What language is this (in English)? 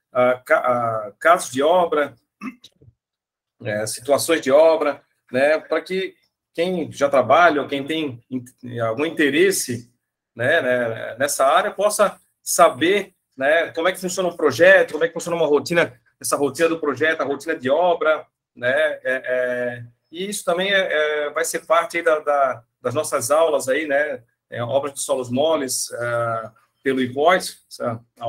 Portuguese